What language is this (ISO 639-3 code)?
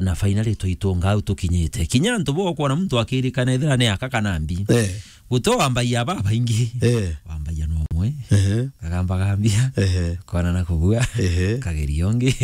mer